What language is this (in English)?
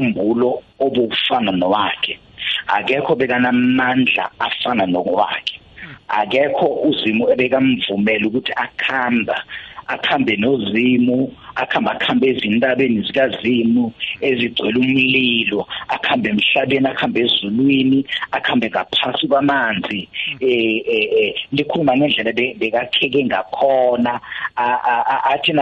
South Ndebele